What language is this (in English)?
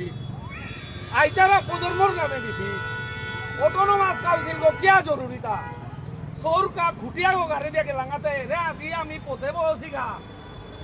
Bishnupriya